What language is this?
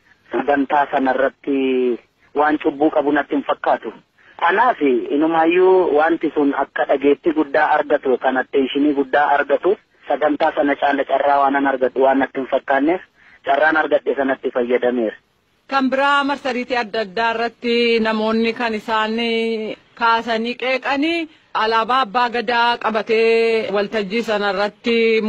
Oromo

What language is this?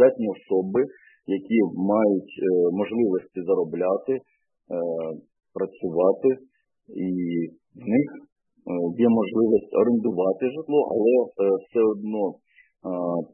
Ukrainian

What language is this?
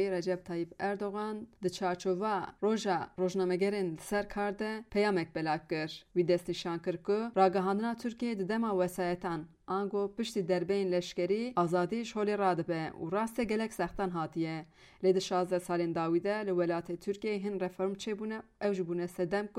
Kurdish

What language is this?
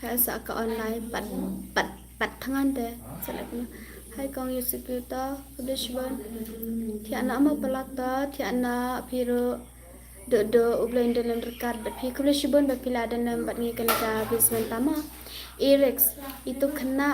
Khasi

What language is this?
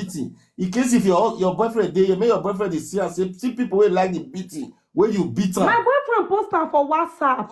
Nigerian Pidgin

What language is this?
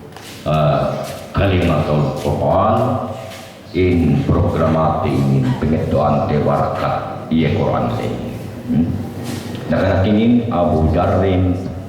Yakan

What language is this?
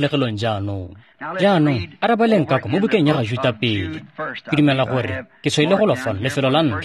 Tswana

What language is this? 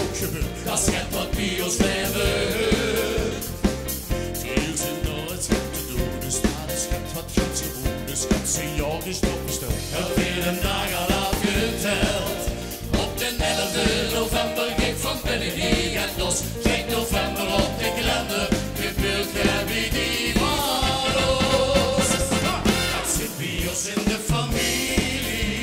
Limburgish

